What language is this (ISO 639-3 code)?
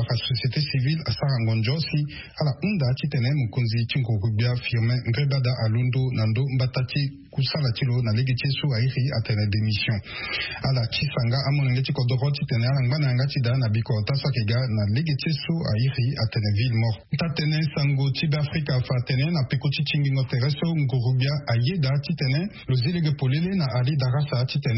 sag